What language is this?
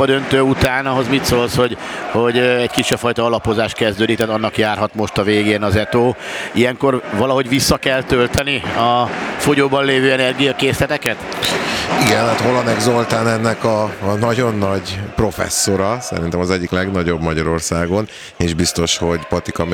Hungarian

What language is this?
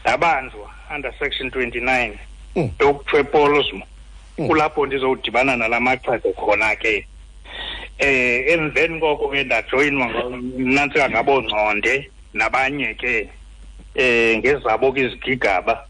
Xhosa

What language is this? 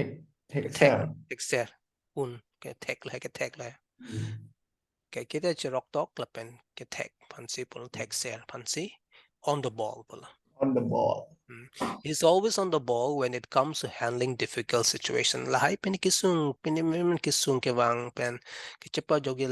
Karbi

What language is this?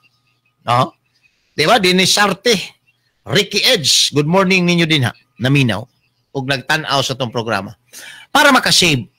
Cebuano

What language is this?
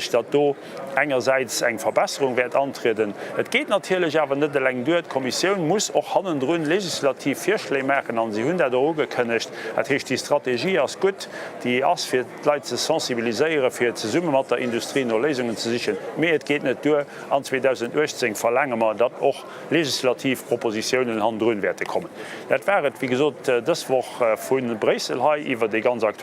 Luxembourgish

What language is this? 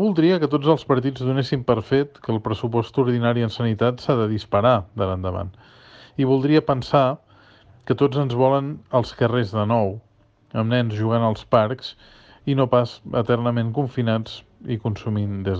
Catalan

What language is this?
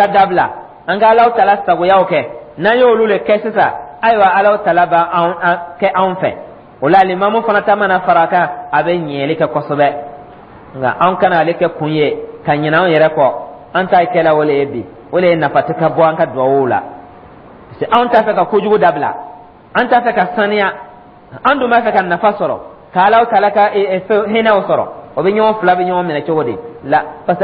Dyula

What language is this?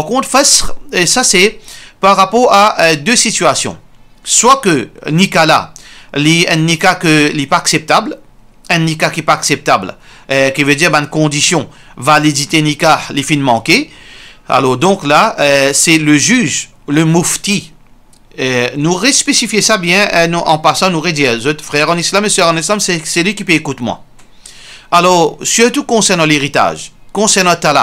Morisyen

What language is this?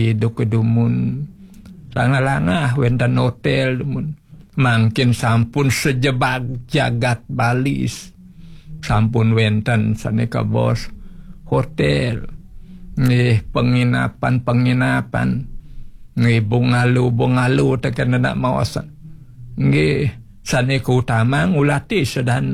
Balinese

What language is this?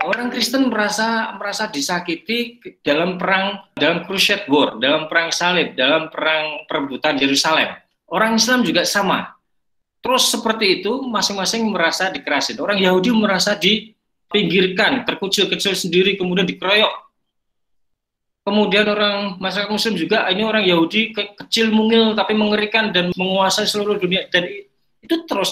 Indonesian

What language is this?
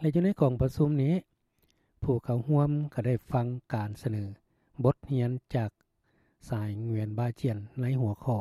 Lao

